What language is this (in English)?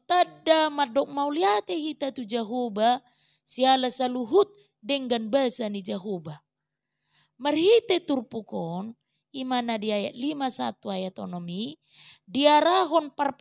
Batak Toba